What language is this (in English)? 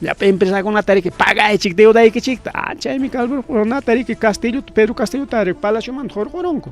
Ayacucho Quechua